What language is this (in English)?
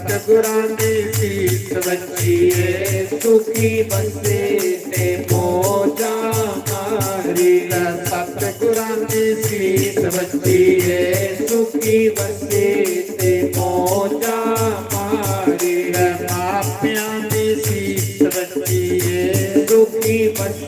Dogri